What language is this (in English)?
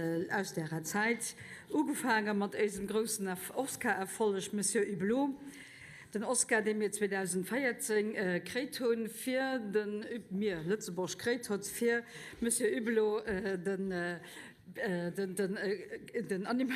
Luxembourgish